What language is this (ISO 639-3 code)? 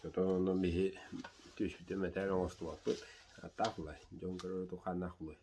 sah